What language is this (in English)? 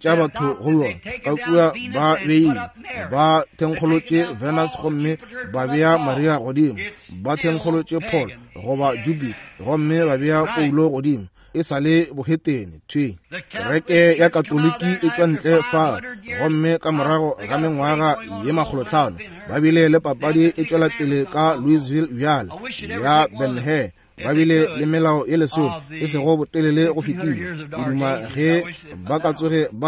Northern Sotho